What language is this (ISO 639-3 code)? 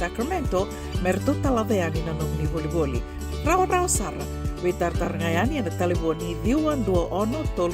fij